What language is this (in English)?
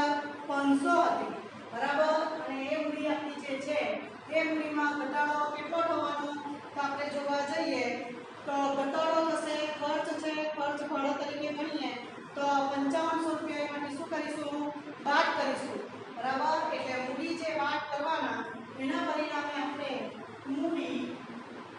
Gujarati